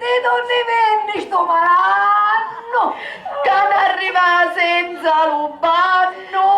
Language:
Sicilian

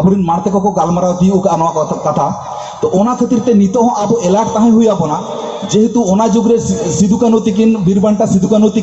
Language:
Santali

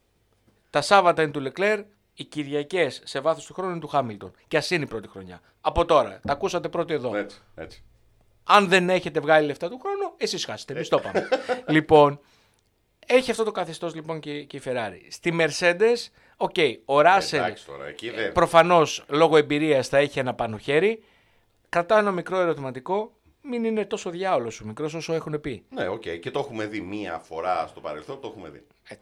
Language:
Greek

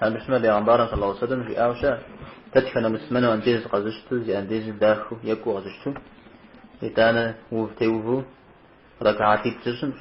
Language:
Kabardian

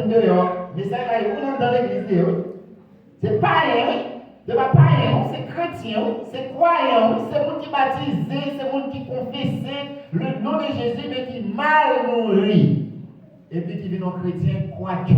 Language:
Haitian Creole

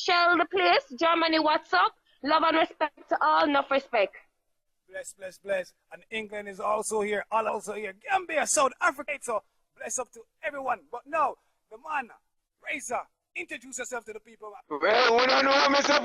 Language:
Jamaican Creole English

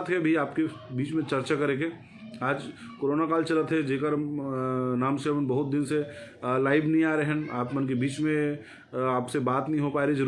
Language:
Chhattisgarhi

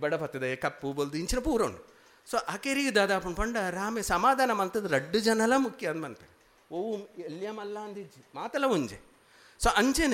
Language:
Tulu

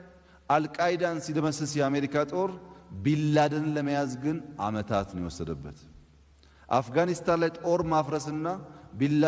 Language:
Amharic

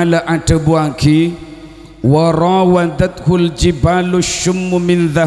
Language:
Madurese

